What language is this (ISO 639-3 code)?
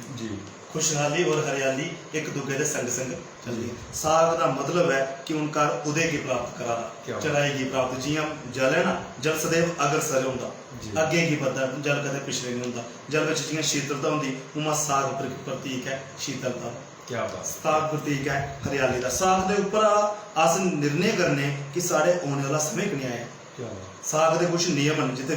doi